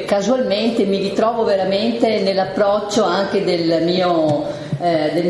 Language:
Italian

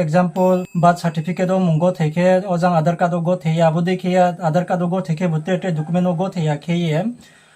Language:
Riang (India)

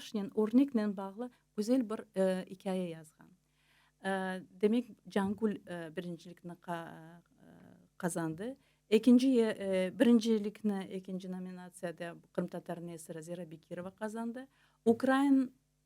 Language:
Crimean Tatar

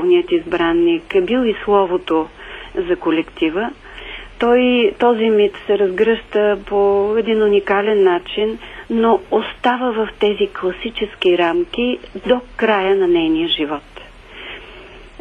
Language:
Bulgarian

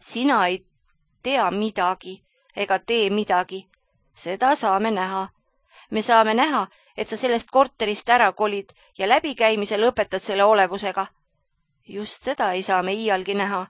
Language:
Estonian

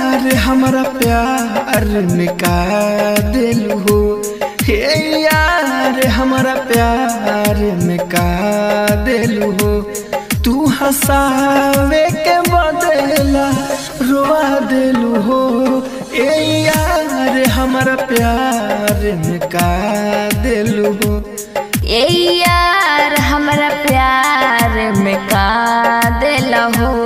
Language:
Bhojpuri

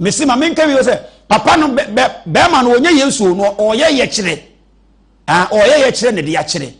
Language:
Akan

